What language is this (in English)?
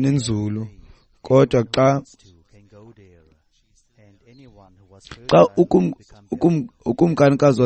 Xhosa